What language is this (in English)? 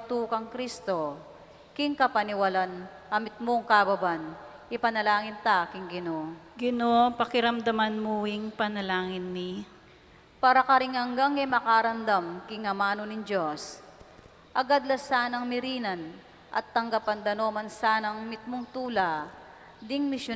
Pampanga